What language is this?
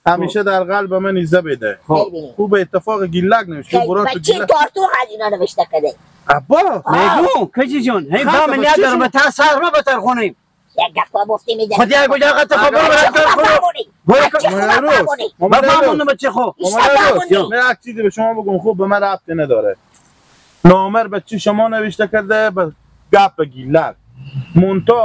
Hazaragi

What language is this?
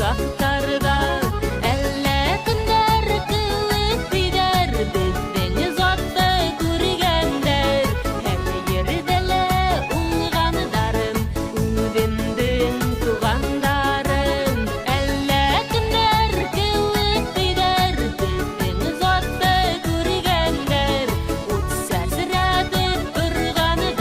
Bashkir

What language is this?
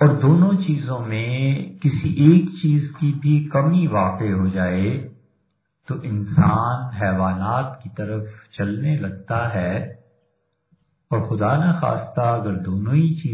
Urdu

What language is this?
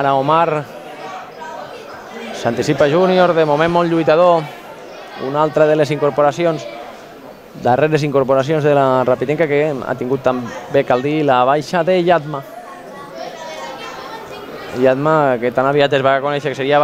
Catalan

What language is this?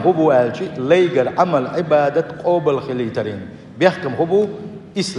Chechen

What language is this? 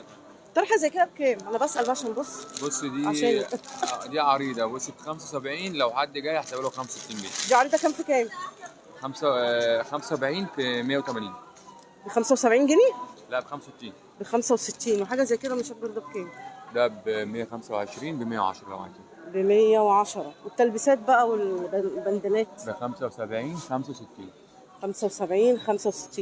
Egyptian Arabic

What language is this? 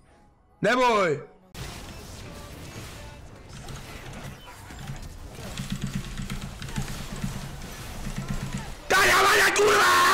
Czech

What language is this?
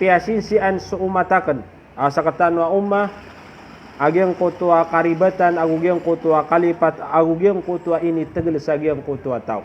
Maranao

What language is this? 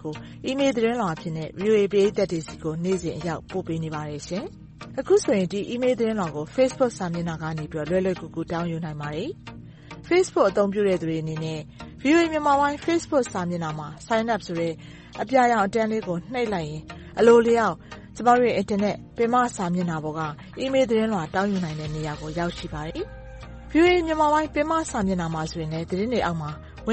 Burmese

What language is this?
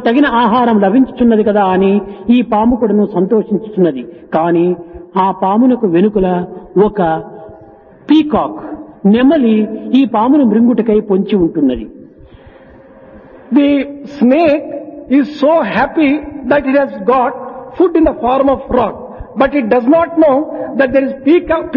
Telugu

